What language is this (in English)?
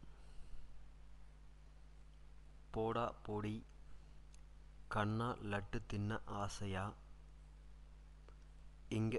Tamil